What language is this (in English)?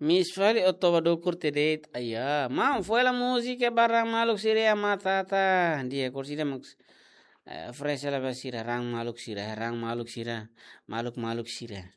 Tetum